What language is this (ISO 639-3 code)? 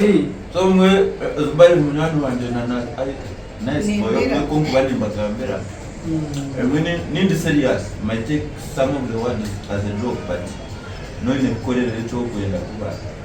nyn